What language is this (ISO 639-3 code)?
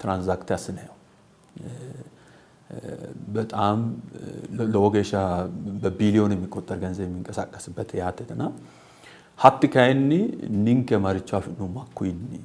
sid